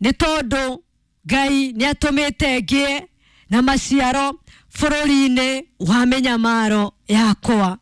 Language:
Kikuyu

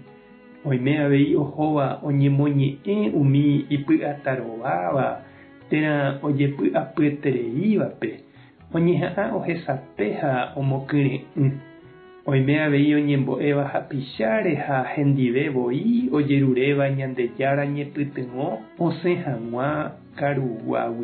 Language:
Guarani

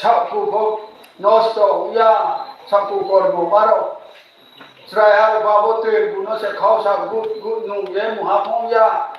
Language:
Riang (India)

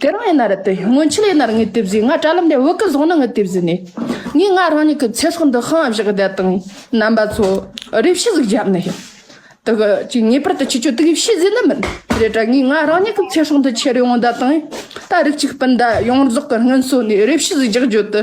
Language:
Tibetan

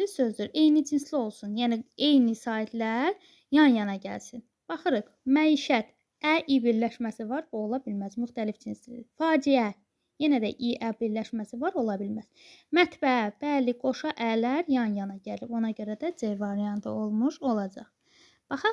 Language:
Azerbaijani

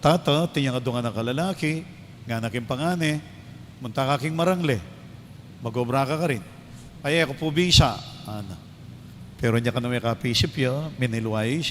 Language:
Pampanga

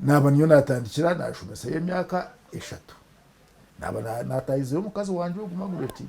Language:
Nyankole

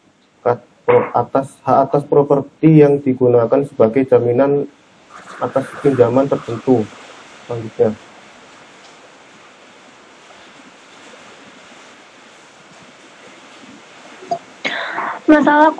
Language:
Indonesian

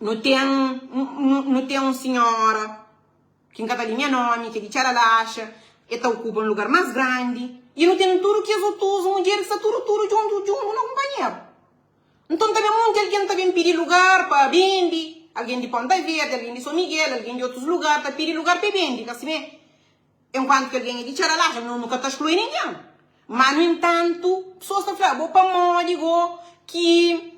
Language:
Kabuverdianu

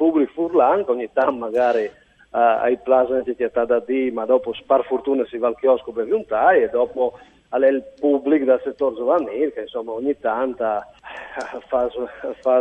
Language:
Friulian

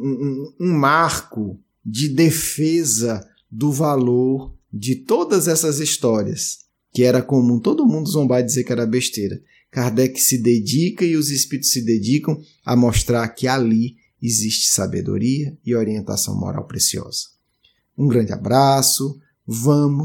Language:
Portuguese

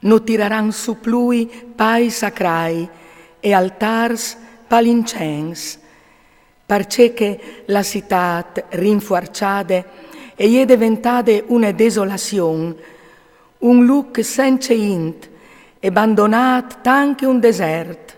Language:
Friulian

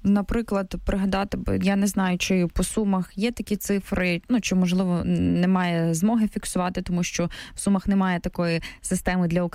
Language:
Ukrainian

